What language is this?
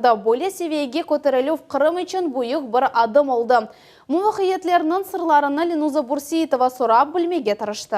Crimean Tatar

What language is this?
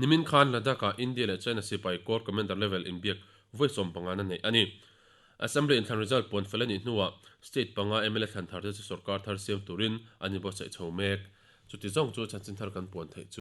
Mizo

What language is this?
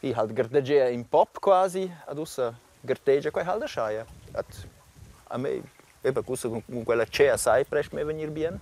Romansh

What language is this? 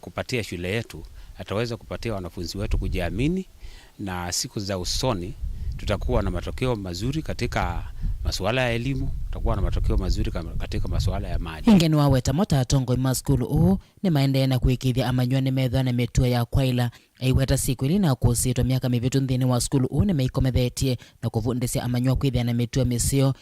Kamba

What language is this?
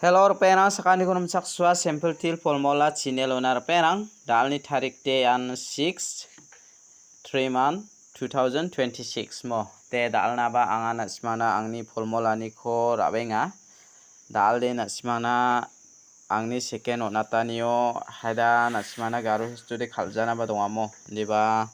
Garo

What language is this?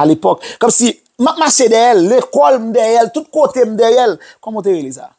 Haitian Creole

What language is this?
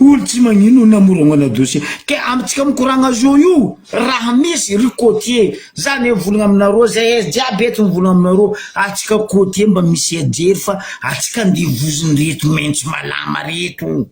Malagasy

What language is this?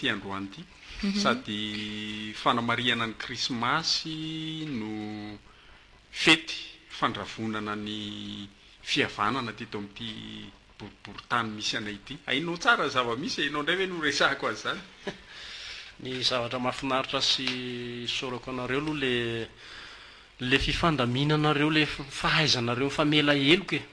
Malagasy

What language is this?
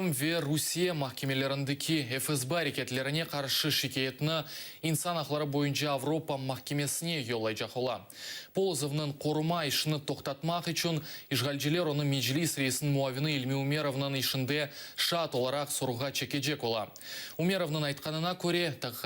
Crimean Tatar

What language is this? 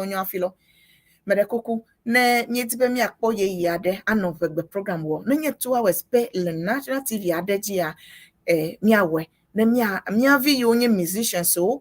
Ewe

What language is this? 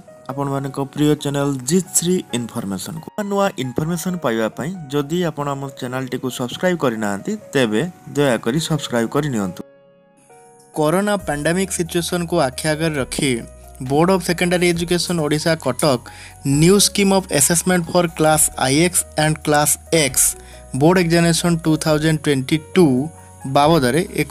Odia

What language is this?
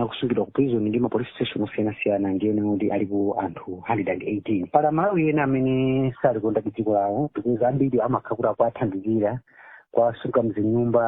Nyanja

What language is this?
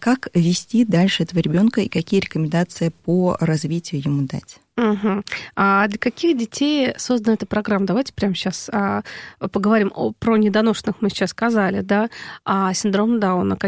Russian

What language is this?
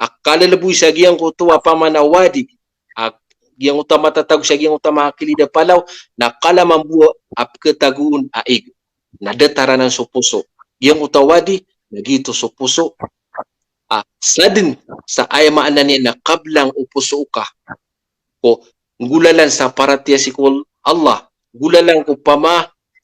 Maranao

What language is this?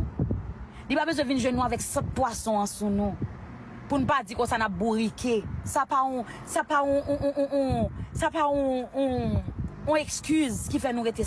Haitian Creole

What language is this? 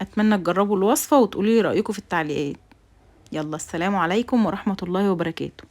Egyptian Arabic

